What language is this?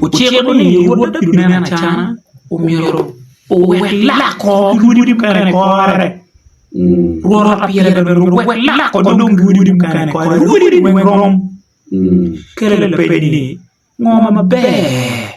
Acoli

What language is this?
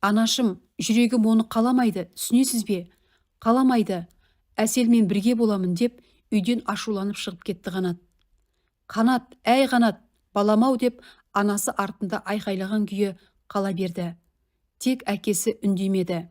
Kazakh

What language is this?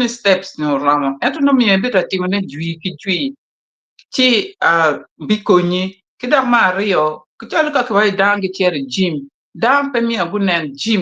Acoli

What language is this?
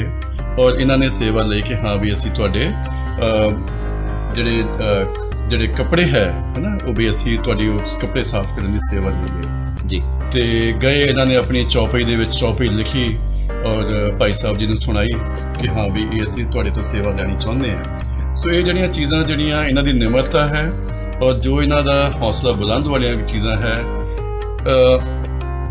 Punjabi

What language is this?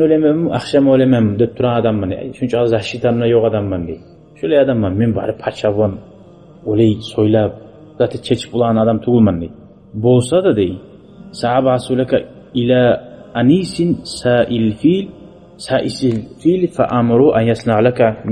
Kumyk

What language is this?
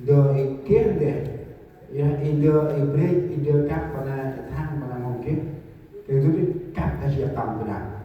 Central Mnong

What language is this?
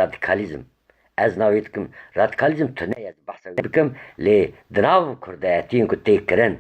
Kurdish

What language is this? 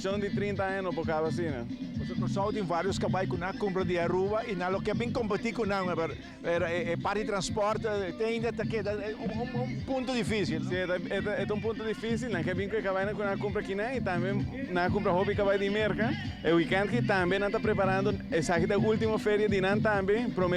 Papiamento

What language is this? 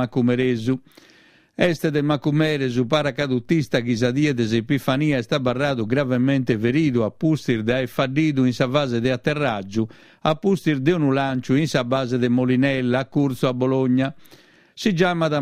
Sardinian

